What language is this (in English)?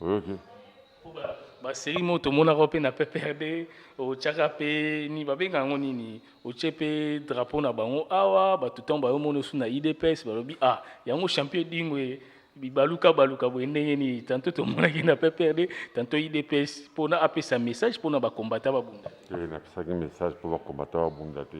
Lingala